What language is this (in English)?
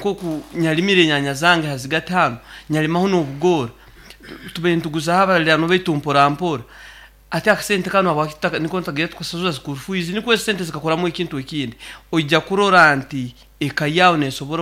Nyankole